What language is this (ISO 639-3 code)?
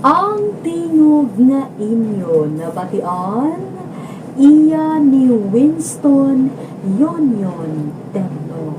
hil